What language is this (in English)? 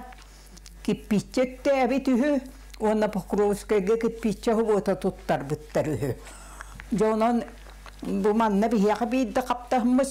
Yakut